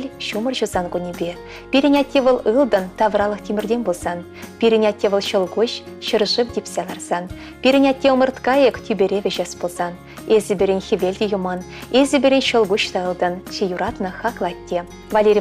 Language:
Chuvash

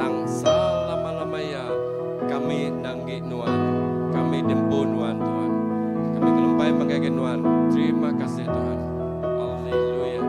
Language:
Iban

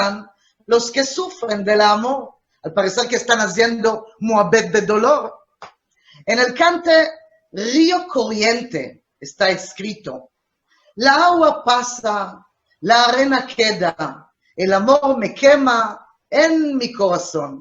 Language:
Ladino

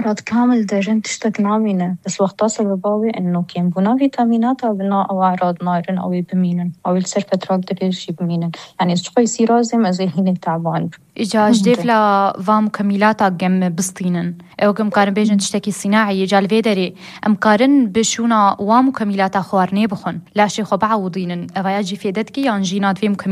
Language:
Kurdish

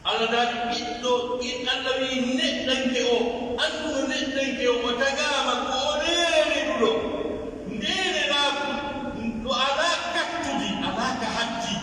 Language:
Pular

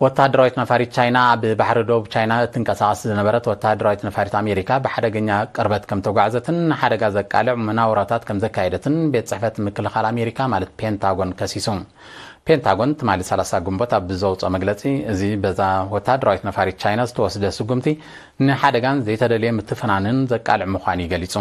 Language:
Tigrinya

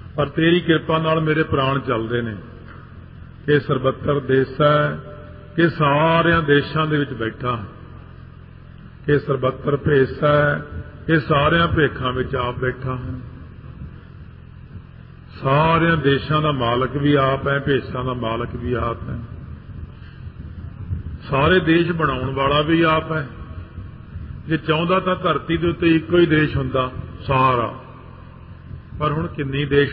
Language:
Punjabi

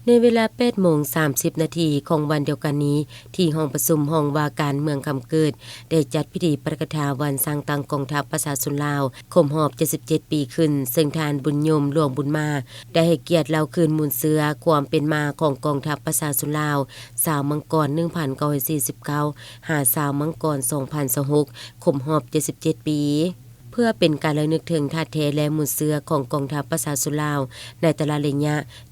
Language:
Lao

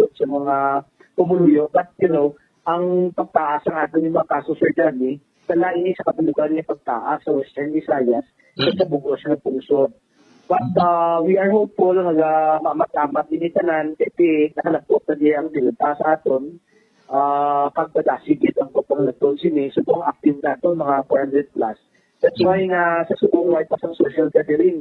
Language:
Hiligaynon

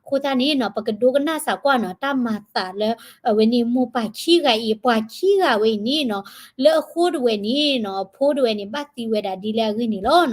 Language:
S'gaw Karen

